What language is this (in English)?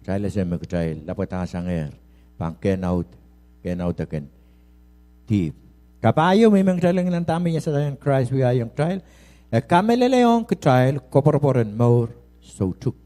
Pohnpeian